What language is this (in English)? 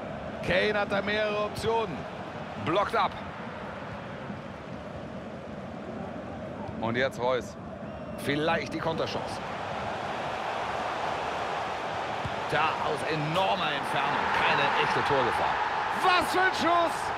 German